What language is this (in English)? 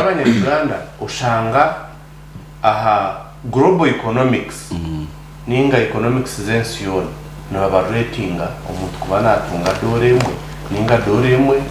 Nyankole